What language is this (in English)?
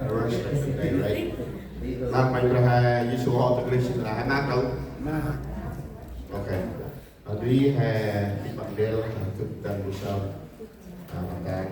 Central Mnong